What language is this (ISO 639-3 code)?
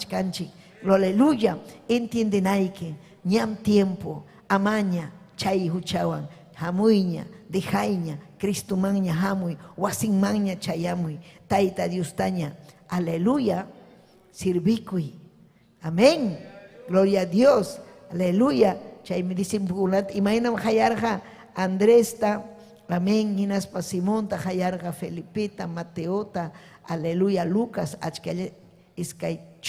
quy